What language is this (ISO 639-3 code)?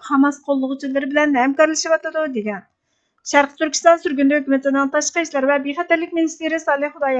uig